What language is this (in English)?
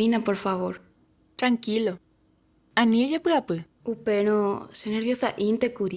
Guarani